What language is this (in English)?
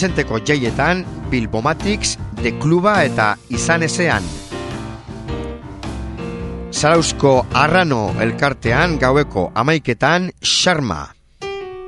Basque